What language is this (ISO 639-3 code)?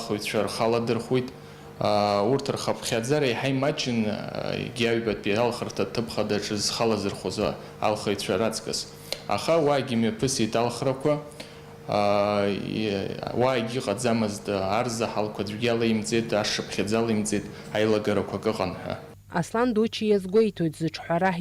abk